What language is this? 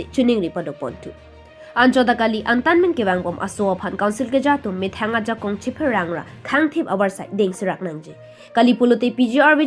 Karbi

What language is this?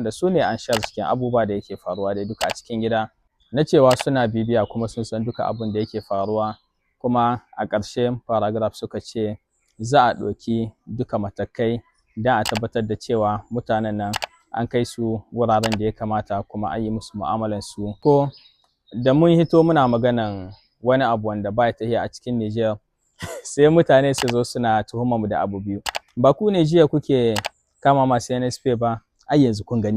Hausa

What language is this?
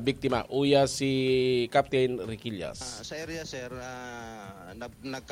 Bikol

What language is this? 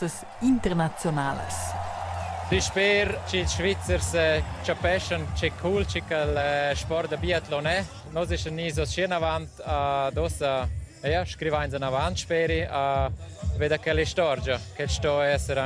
Romansh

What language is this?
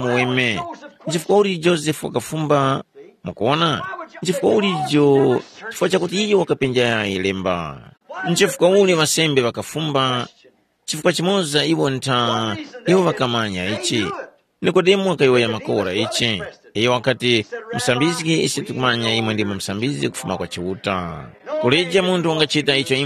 Tumbuka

